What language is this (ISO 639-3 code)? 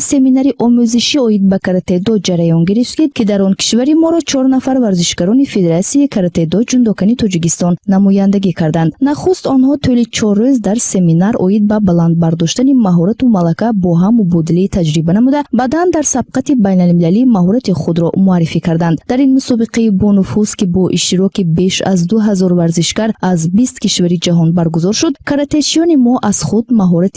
tgk